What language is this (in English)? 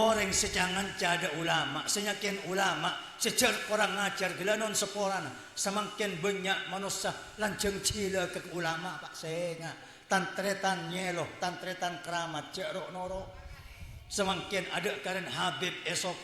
Madurese